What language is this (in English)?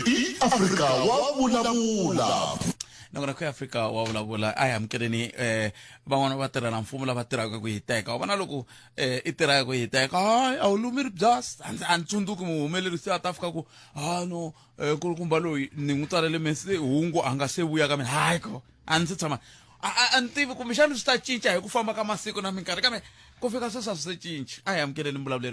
Tsonga